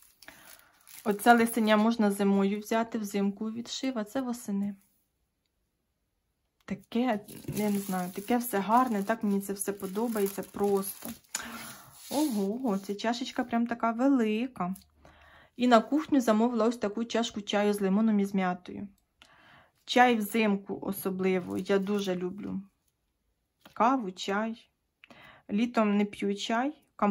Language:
Ukrainian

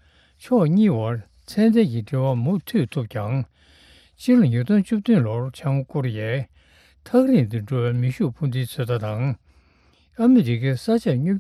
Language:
Tibetan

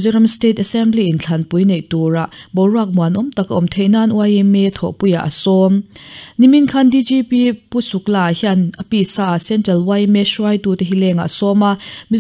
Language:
Mizo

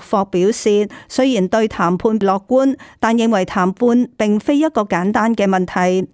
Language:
Cantonese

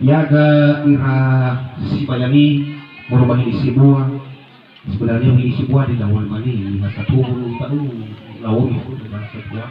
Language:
Nias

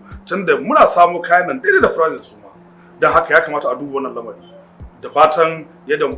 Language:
Hausa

